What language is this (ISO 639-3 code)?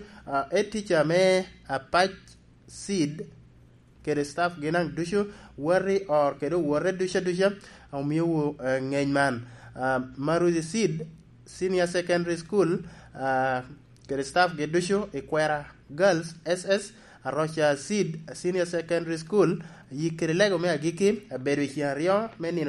laj